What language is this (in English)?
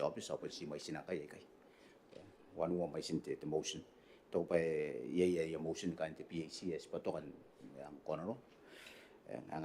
Gilbertese